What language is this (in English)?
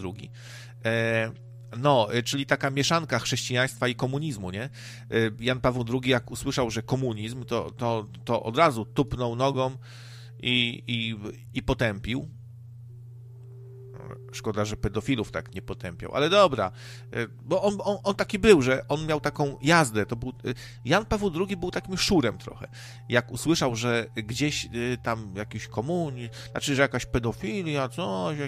Polish